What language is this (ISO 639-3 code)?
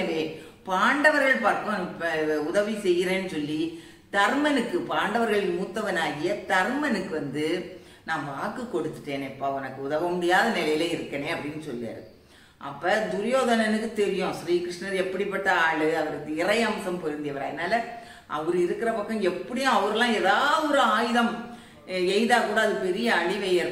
tam